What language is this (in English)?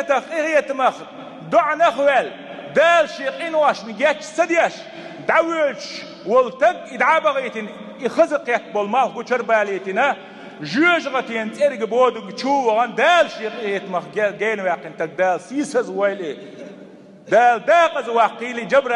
Chechen